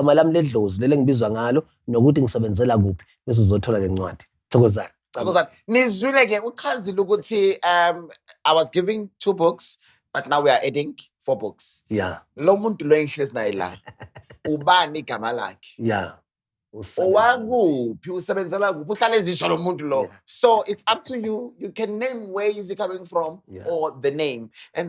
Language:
Zulu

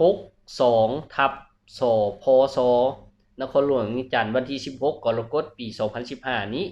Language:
Lao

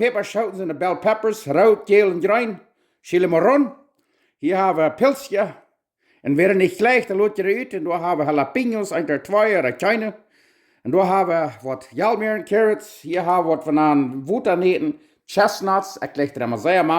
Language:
Plautdietsch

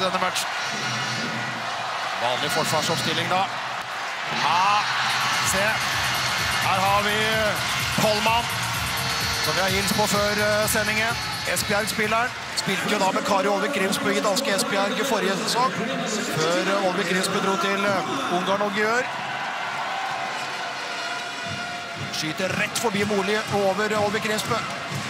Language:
Norwegian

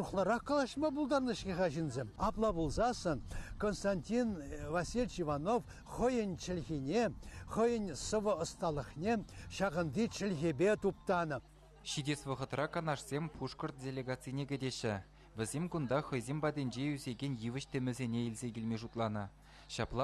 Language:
Chuvash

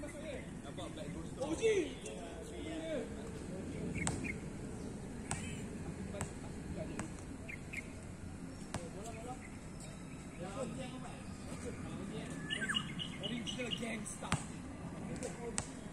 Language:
Malay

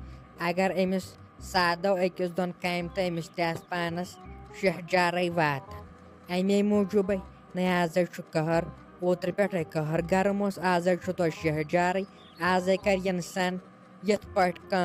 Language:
Kashmiri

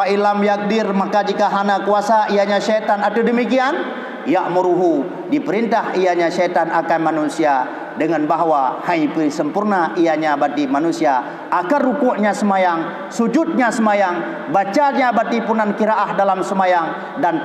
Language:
Achinese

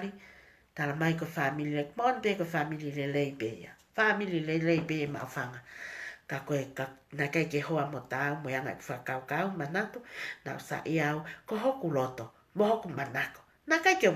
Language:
Tongan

